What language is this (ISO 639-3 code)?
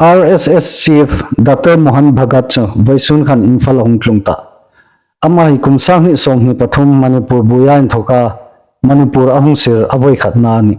hmr